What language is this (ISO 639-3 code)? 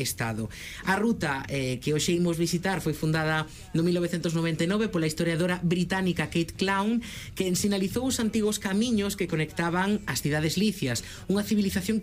glg